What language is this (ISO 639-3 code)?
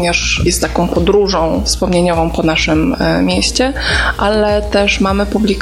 pol